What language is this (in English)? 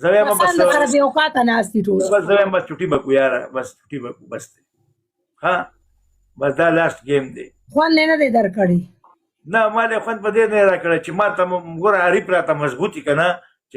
Pashto